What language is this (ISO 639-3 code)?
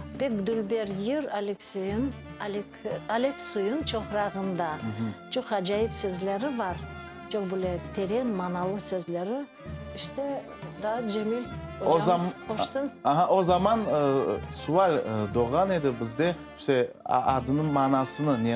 crh